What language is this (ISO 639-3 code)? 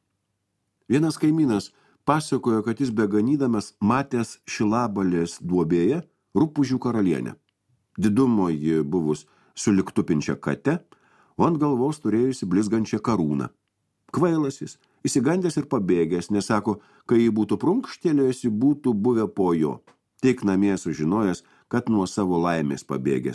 lit